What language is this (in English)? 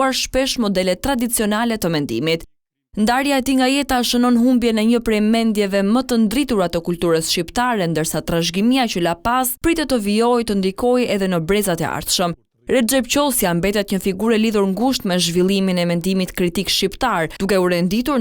Albanian